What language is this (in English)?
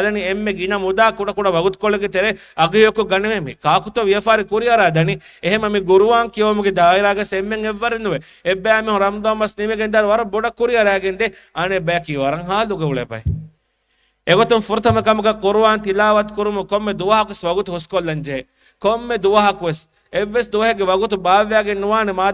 Divehi